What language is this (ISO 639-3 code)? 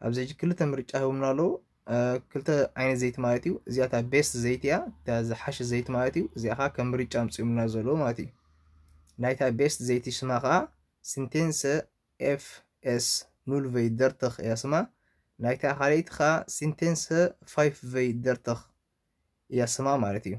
tir